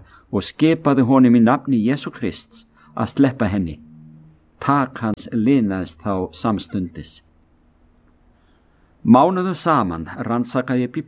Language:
Icelandic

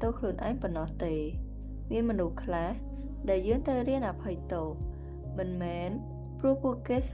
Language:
Khmer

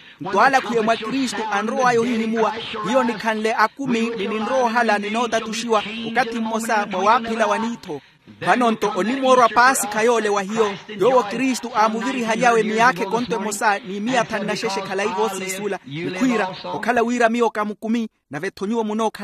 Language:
Makhuwa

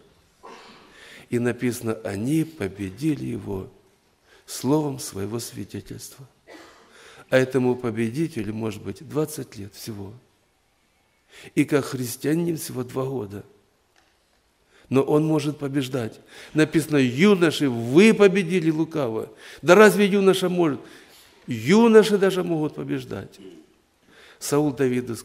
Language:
Russian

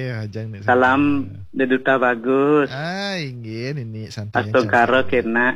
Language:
Balinese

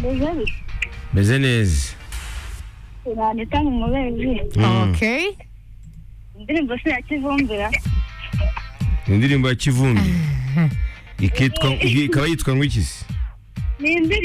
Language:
Kinyarwanda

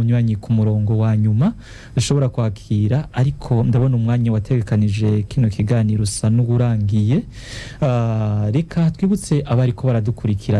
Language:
Rundi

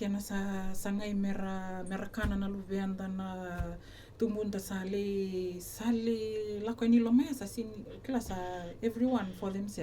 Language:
Fijian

